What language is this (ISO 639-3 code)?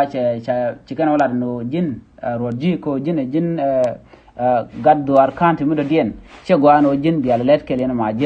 nus